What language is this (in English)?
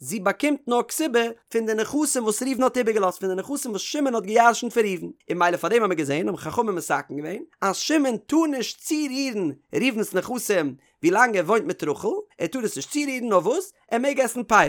Yiddish